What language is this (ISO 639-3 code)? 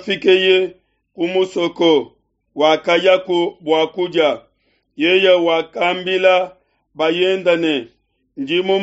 lua